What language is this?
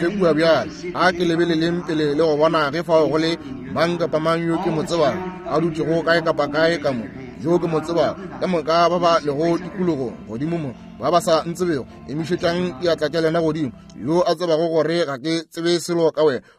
Northern Sotho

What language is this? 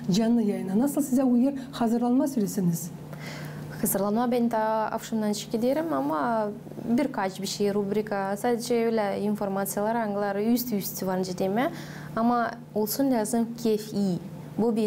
Gagauz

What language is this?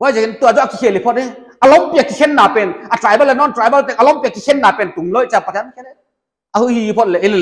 Paite Chin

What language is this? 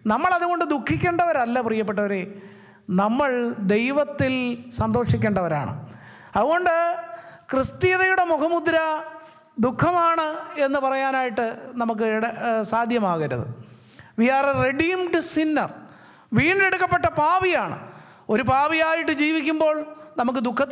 Malayalam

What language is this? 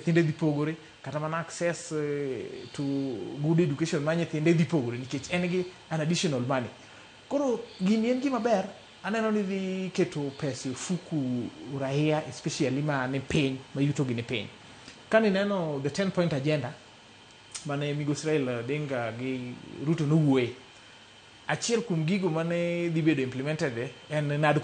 Luo (Kenya and Tanzania)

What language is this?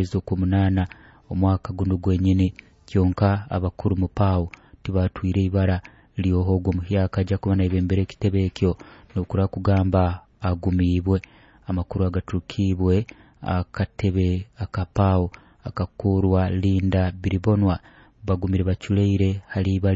Nyoro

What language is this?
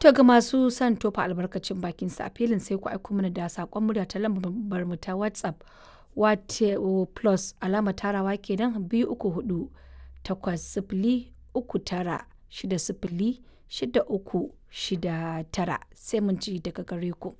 Hausa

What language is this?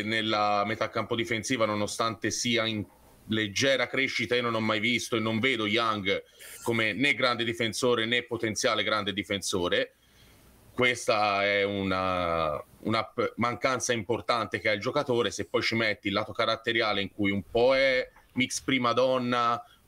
Italian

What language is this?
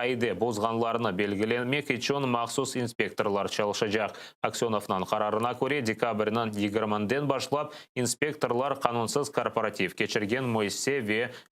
Crimean Tatar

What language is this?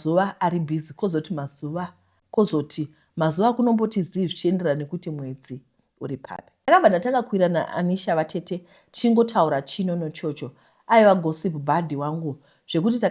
Shona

